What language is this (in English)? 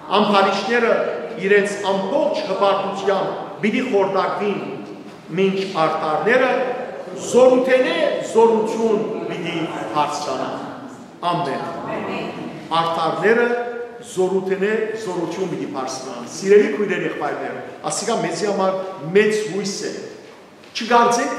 Western Armenian